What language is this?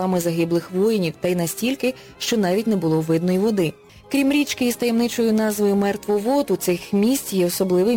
Ukrainian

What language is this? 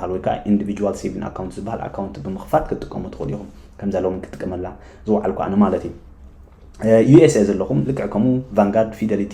Tigrinya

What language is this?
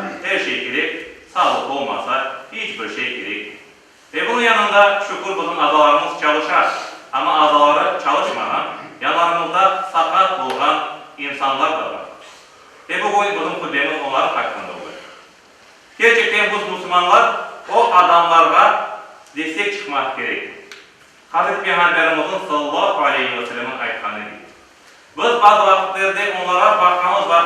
Crimean Tatar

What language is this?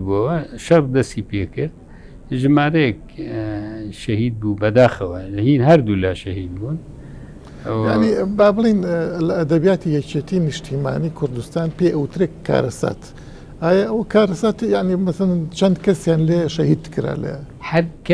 Central Kurdish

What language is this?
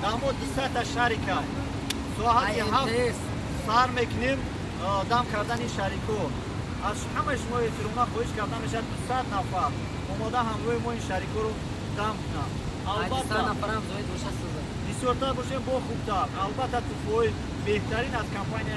Tajik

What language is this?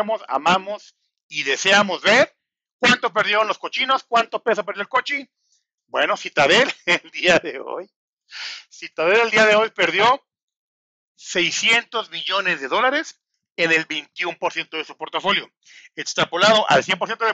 Spanish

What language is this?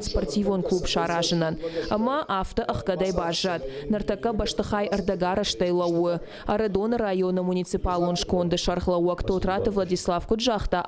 Ossetic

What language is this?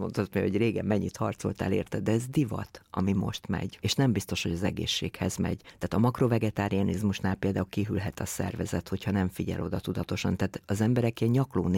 Hungarian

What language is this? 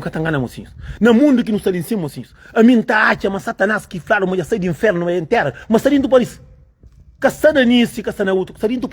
Kabuverdianu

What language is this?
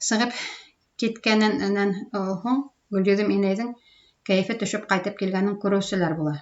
Bashkir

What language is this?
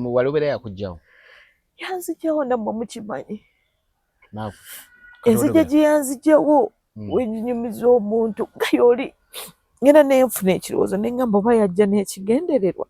Ganda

